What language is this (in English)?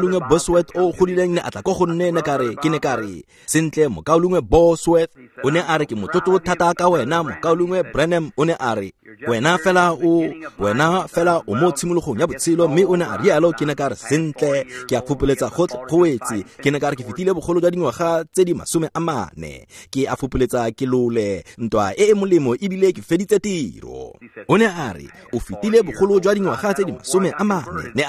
Tswana